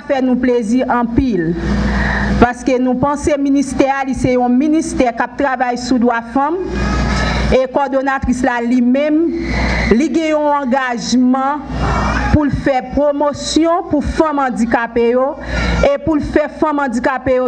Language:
Haitian Creole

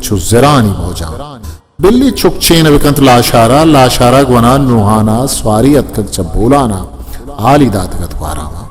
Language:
Eastern Balochi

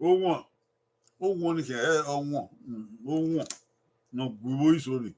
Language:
Bini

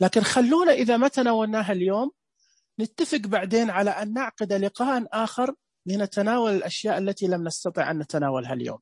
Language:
Najdi Arabic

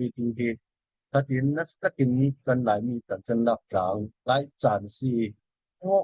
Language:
Falam Chin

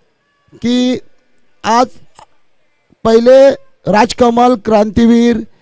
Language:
Marathi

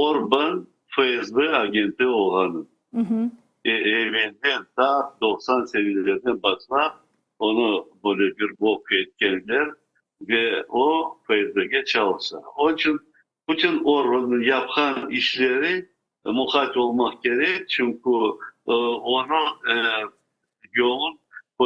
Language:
Crimean Tatar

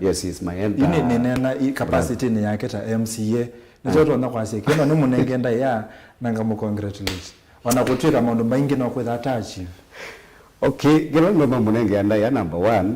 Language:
Kamba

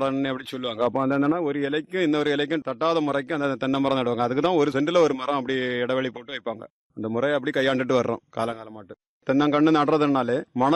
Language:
Tamil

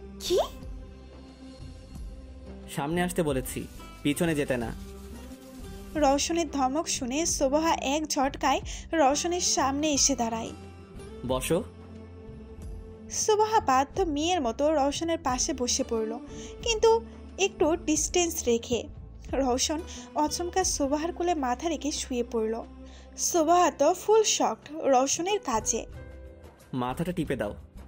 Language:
Bangla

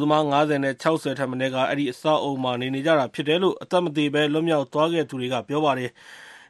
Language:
Burmese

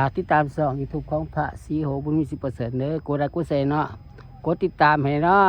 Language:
Lao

